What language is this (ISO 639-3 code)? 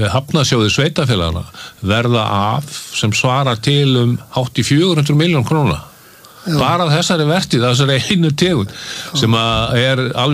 isl